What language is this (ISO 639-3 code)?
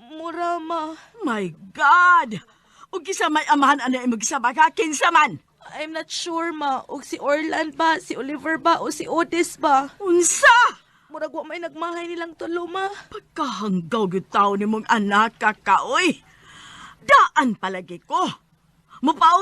ceb